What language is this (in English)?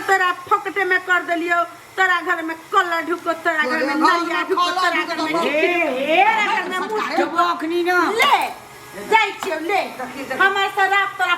Maithili